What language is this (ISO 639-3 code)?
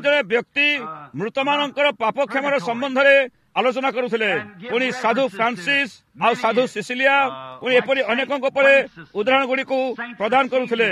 ori